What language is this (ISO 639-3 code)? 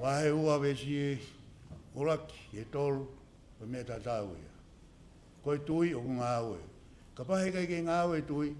ton